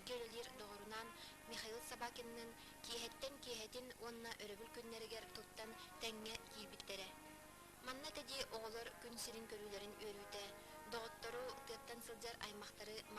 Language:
Yakut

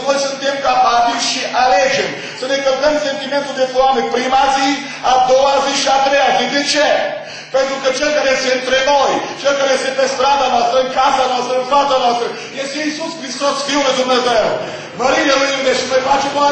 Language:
Romanian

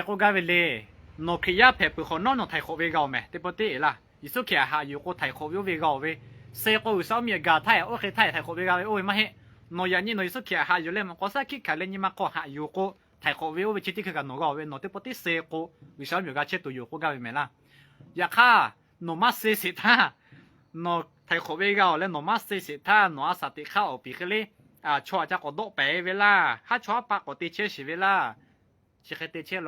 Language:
Lahu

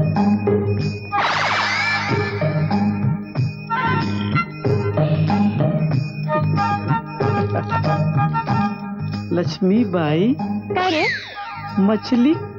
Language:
Bhojpuri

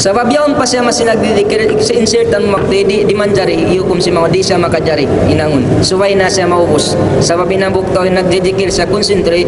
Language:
Tausug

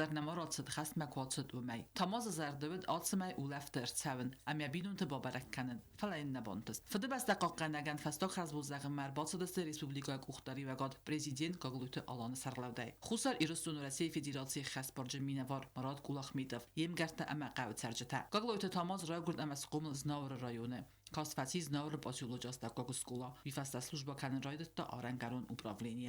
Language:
Ossetic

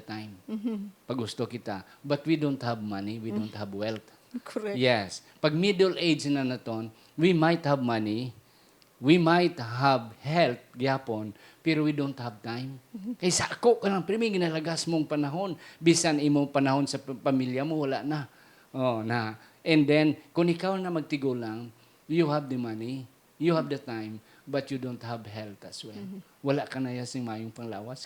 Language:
Hiligaynon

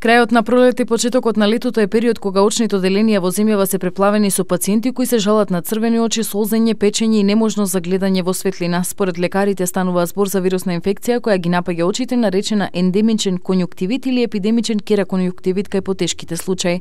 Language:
Macedonian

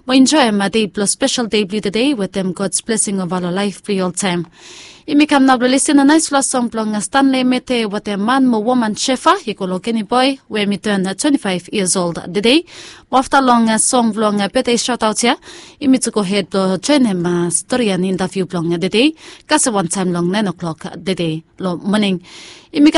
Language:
Bislama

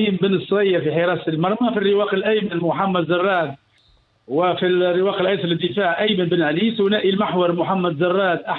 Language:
Tunisian Arabic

